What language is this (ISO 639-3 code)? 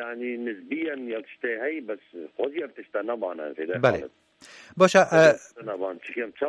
kur